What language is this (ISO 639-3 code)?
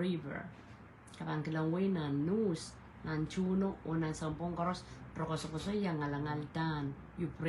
pon